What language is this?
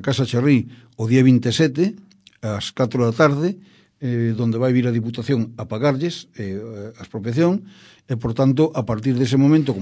Galician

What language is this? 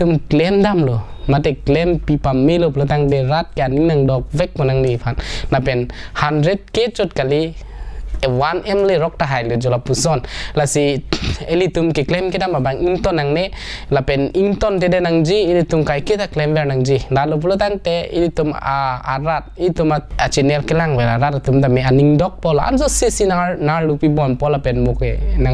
Karbi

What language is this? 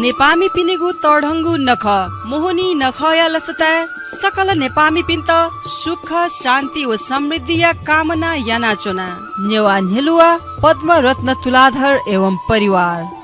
Newari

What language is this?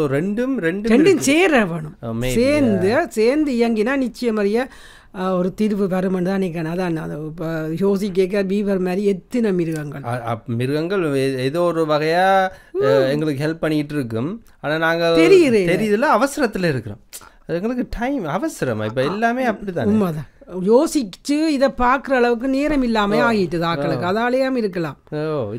Tamil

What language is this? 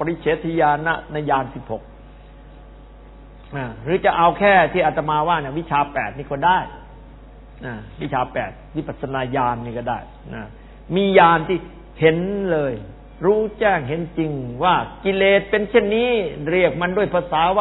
Thai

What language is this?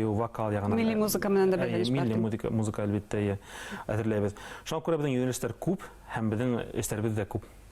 Bashkir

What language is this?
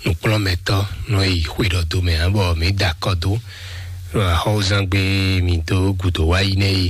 Fon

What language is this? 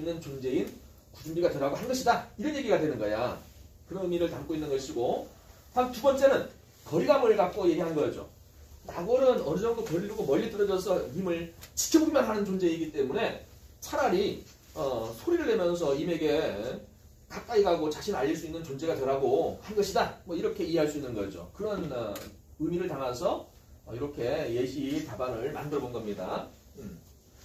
Korean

